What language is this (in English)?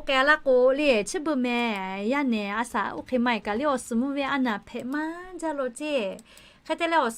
Lahu